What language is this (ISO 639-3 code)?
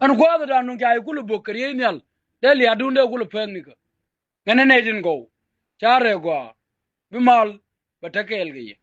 nus